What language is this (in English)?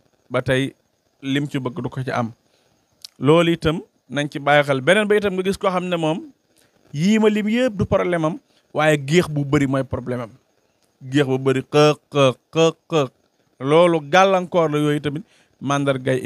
Wolof